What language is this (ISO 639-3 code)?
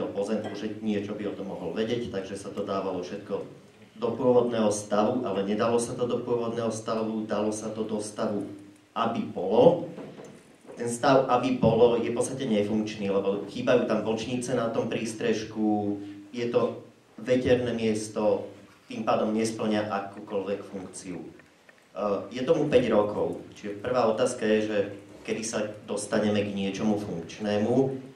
slk